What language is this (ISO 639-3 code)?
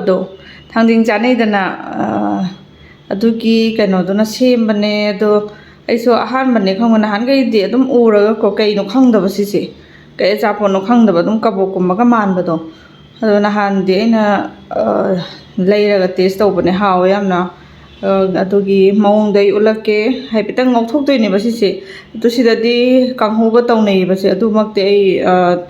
mni